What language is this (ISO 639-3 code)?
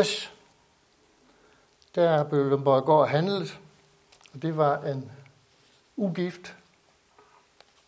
dan